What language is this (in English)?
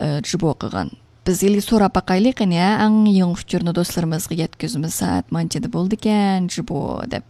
Uyghur